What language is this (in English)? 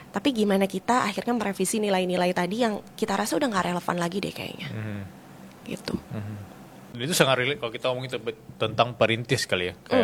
Indonesian